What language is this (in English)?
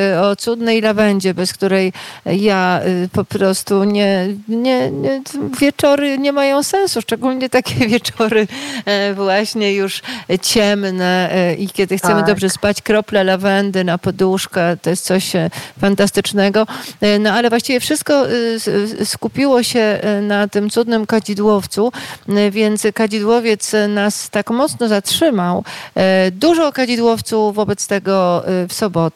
Polish